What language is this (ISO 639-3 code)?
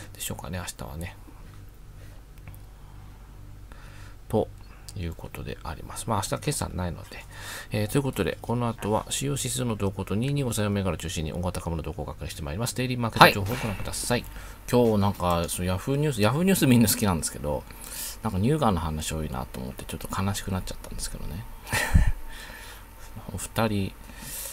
jpn